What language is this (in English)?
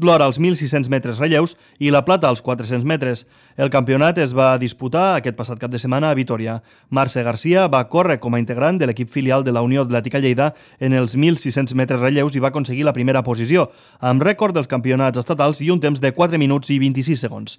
Catalan